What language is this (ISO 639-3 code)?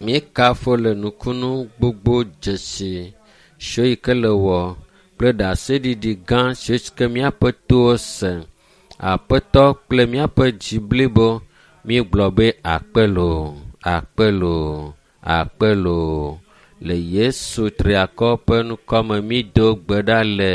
ewe